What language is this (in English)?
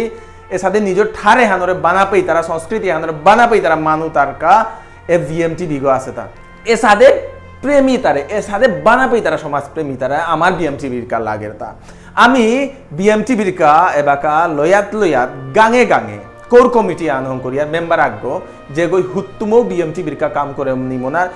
Bishnupriya